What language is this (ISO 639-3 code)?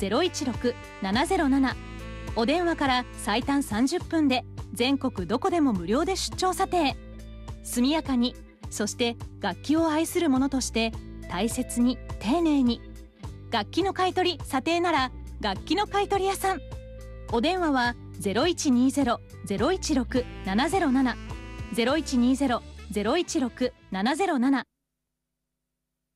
jpn